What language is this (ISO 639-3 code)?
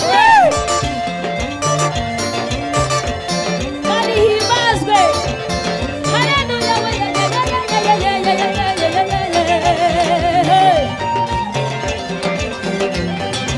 kin